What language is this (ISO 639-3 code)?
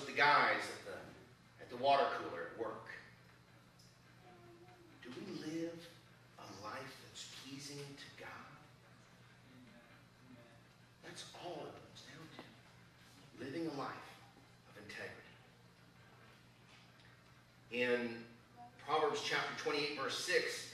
eng